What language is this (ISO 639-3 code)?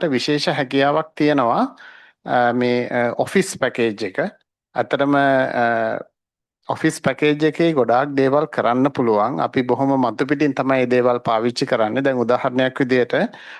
sin